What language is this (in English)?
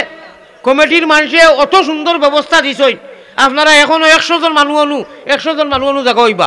Sylheti